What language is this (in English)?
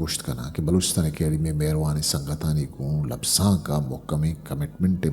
Eastern Balochi